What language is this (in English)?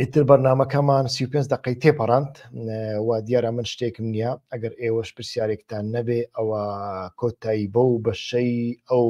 Central Kurdish